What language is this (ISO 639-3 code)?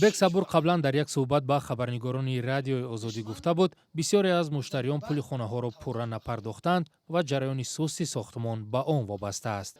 tgk